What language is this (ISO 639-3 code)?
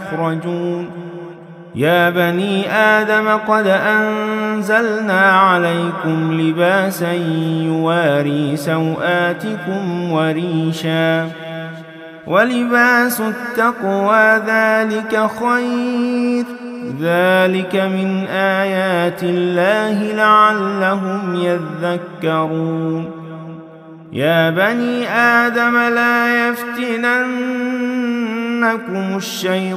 ara